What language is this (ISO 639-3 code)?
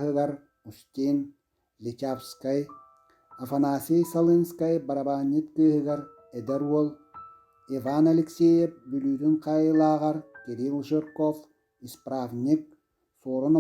sah